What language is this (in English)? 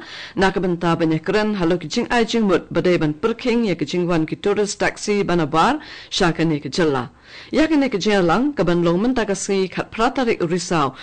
Khasi